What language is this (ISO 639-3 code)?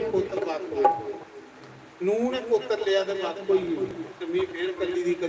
doi